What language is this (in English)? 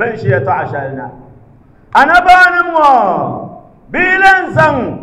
Dagbani